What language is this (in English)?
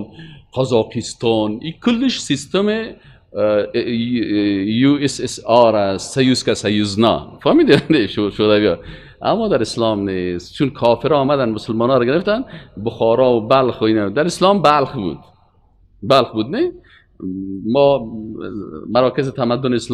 Persian